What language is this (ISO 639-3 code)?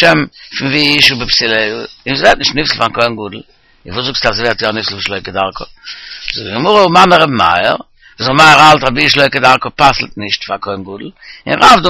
yid